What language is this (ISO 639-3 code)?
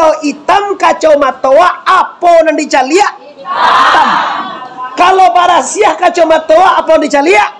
min